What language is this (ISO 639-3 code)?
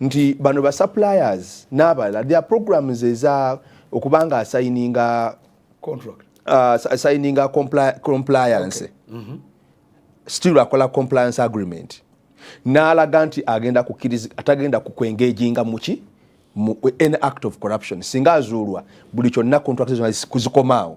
lug